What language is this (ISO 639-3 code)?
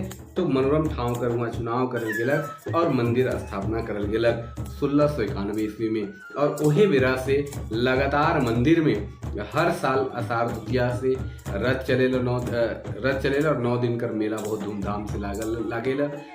sck